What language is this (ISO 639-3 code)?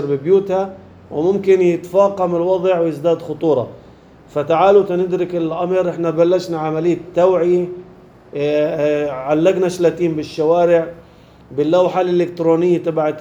apc